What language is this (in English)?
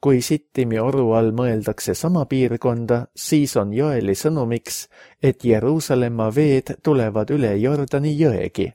Estonian